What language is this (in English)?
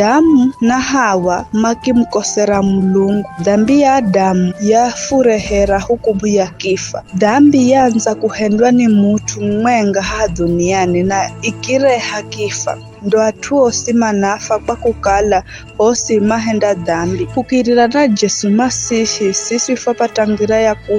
Giryama